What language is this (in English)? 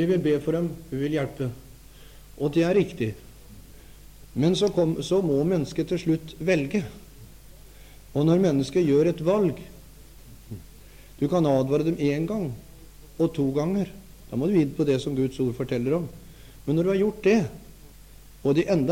Norwegian